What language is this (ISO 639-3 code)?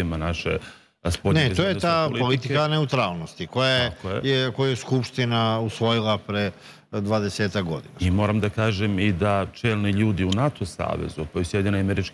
srp